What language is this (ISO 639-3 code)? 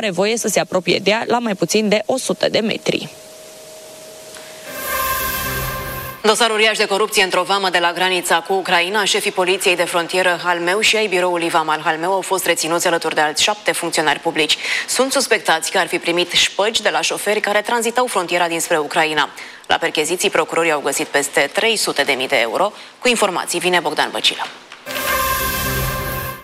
ron